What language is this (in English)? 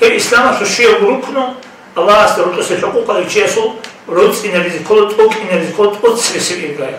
Avaric